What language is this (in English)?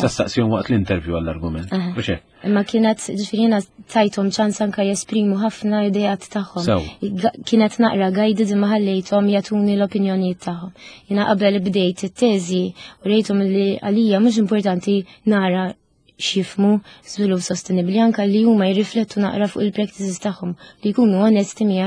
Maltese